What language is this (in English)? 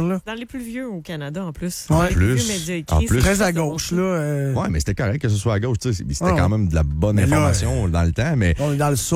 French